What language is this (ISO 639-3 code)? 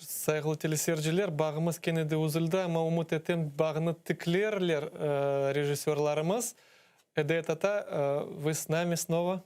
crh